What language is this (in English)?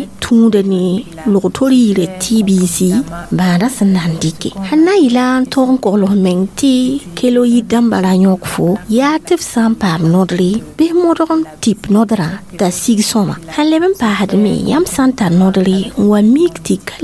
Mossi